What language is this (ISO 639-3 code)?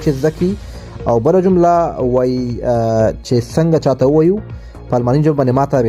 pus